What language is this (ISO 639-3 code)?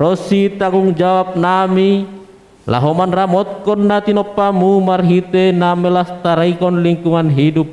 bts